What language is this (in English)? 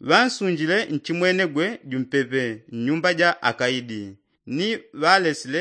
Yao